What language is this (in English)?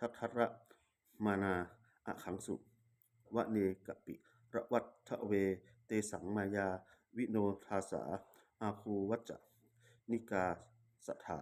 Pali